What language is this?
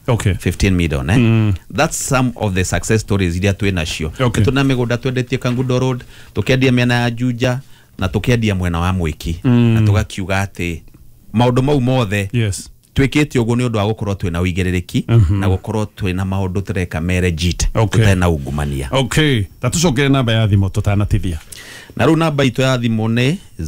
Kikuyu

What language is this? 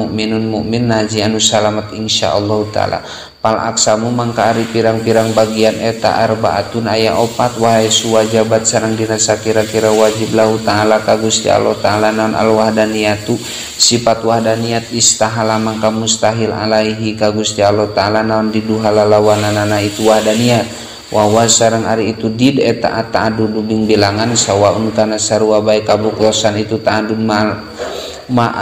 Sundanese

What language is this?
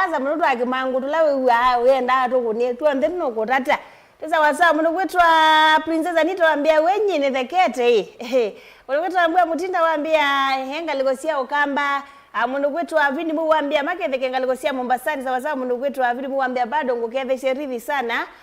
Kamba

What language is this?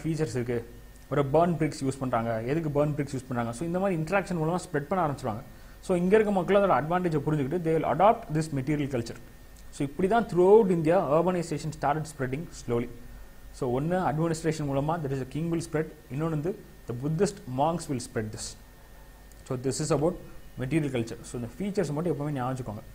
Tamil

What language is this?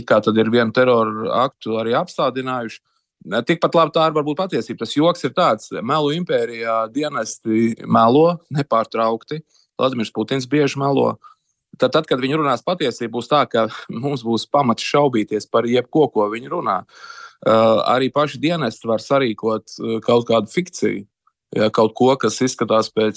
Latvian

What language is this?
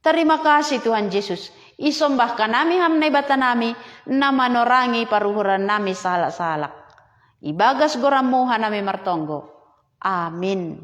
Batak Simalungun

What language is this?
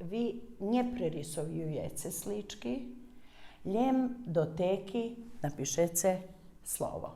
Rusyn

